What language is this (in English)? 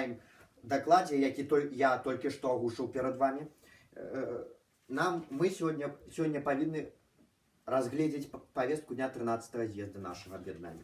Belarusian